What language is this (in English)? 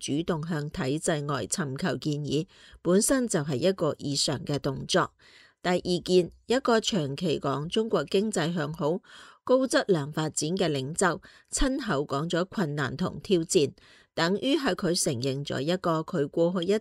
Cantonese